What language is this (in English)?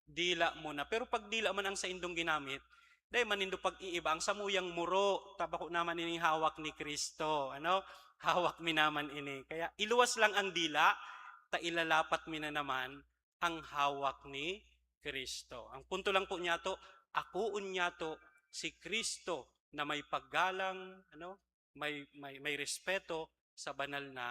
Bikol